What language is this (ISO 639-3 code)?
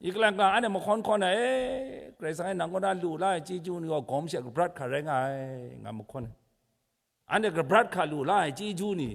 kac